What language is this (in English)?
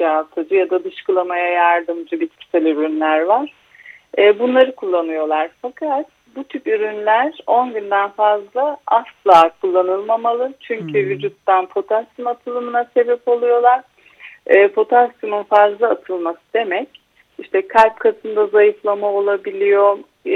Turkish